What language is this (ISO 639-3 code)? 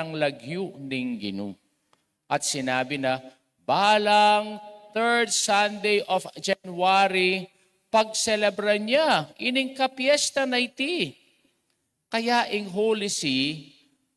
pam